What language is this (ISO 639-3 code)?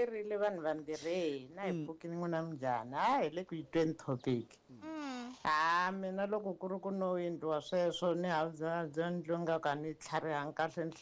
tso